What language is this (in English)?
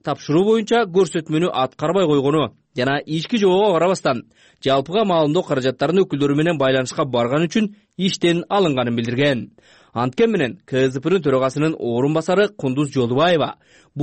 Kyrgyz